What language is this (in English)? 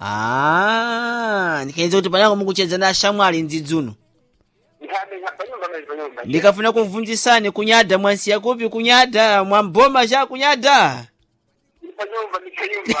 Sena